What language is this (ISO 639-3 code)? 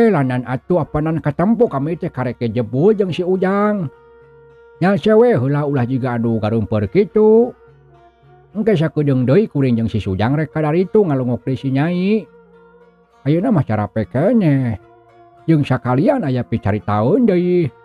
sun